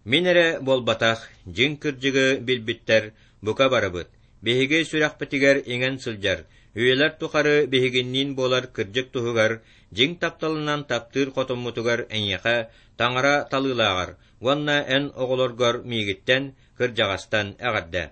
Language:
Yakut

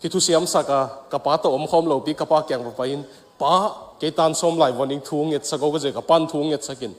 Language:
Tedim Chin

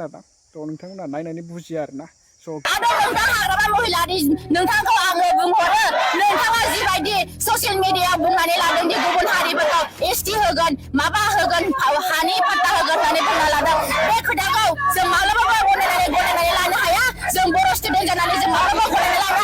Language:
Bodo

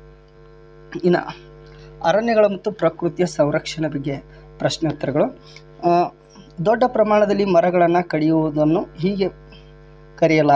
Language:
Kannada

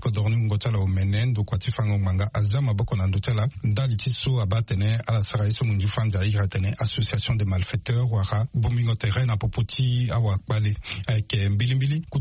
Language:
Sango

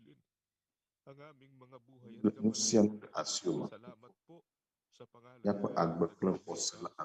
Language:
Ewe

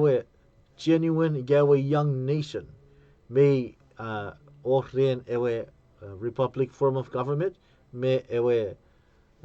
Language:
Chuukese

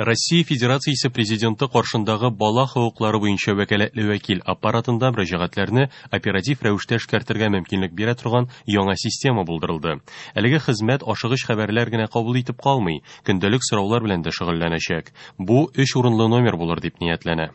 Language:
Tatar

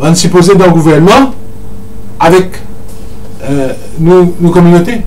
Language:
Morisyen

